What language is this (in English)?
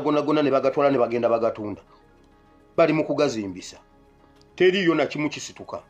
Ganda